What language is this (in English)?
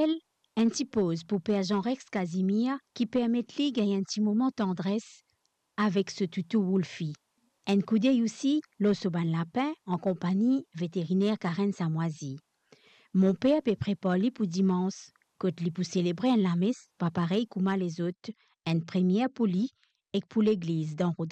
Morisyen